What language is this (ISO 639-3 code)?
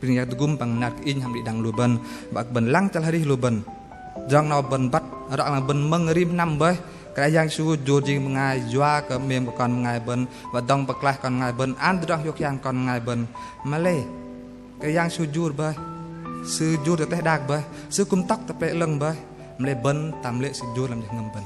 bdq